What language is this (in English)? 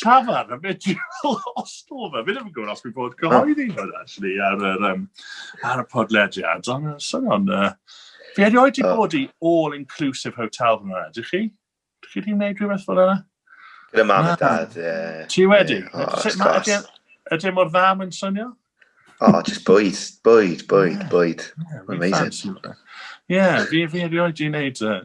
Welsh